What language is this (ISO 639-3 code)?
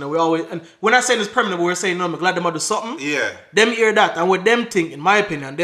jam